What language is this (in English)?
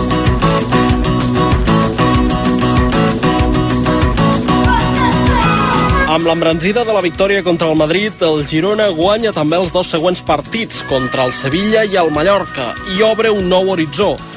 Catalan